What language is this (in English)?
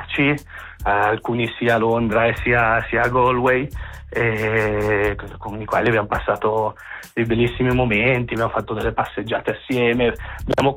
Italian